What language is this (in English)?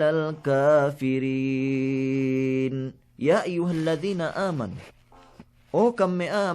Yakan